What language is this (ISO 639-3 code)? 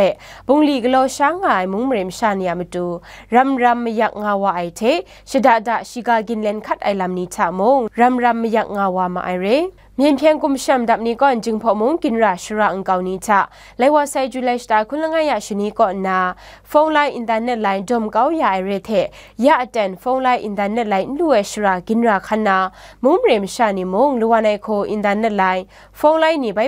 kac